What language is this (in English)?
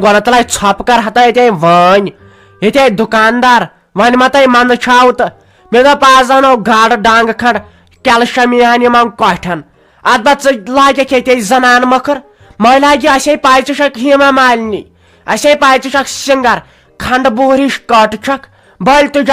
Kashmiri